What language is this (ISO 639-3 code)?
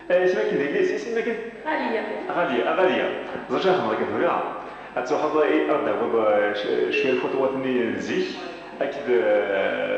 kab